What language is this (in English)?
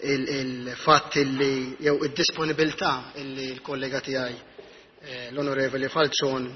Maltese